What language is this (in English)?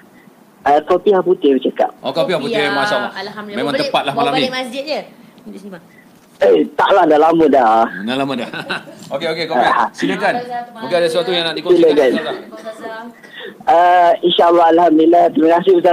Malay